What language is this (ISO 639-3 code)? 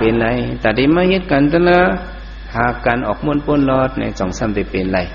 shn